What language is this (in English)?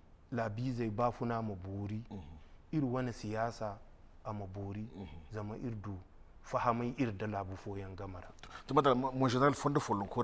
Zarma